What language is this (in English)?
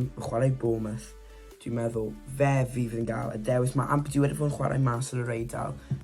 Welsh